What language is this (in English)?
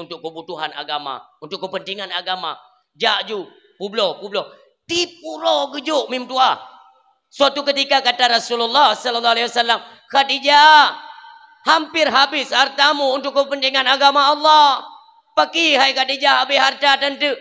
Achinese